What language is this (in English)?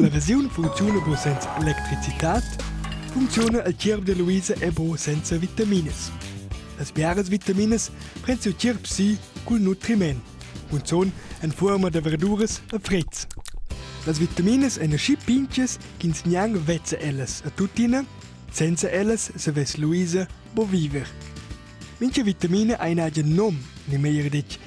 Romansh